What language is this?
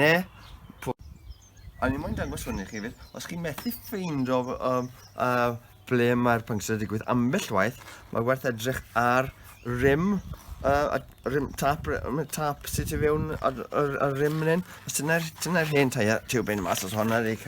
Welsh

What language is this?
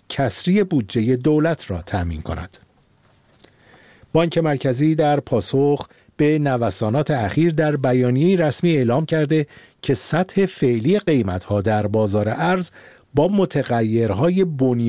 Persian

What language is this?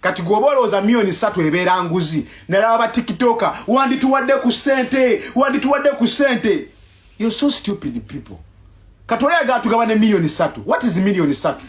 Ganda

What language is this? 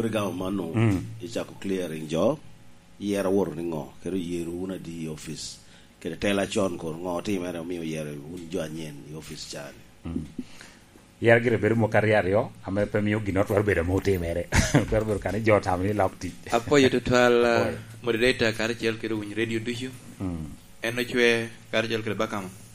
Lango (Uganda)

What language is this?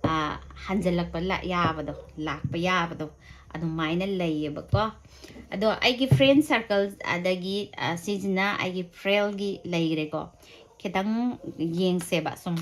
Manipuri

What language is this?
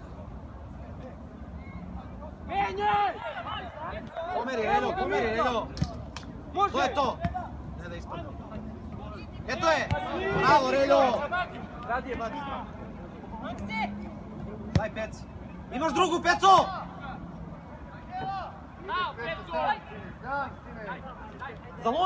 Serbian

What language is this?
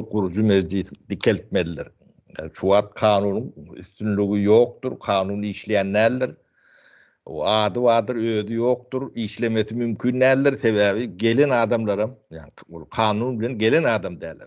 Turkmen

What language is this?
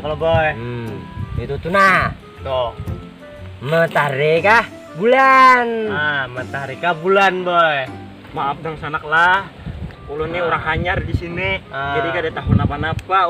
Banjar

